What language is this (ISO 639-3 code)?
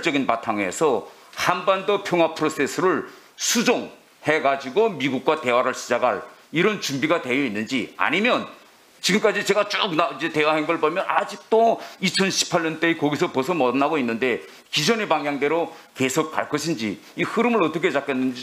kor